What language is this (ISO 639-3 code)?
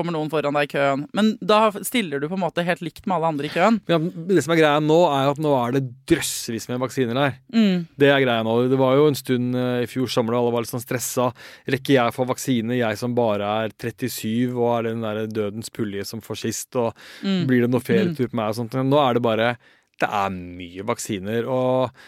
nor